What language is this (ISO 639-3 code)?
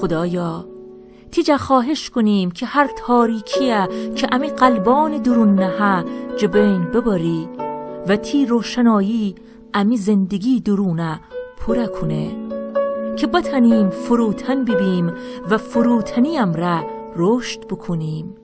glk